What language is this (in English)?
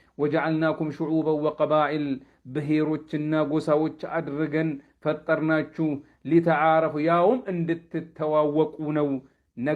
Amharic